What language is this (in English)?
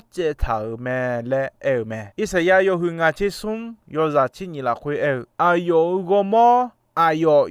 Akha